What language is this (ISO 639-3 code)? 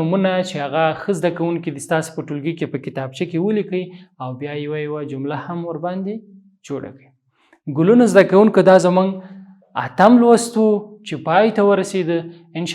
pus